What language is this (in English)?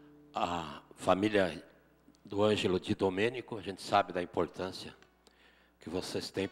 Portuguese